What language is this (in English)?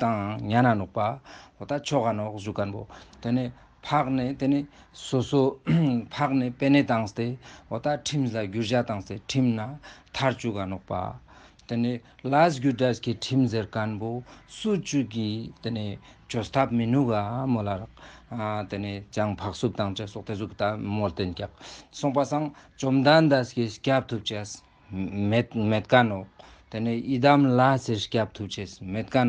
Ladakhi